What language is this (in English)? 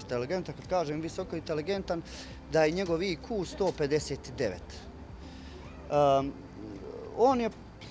Serbian